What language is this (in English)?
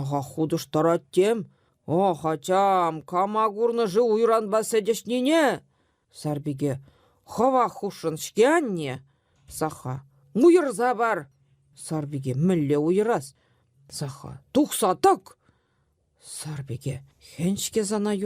Chuvash